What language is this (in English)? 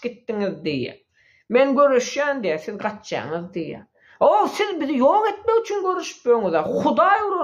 Turkmen